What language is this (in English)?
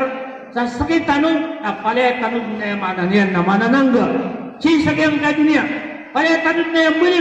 Maranao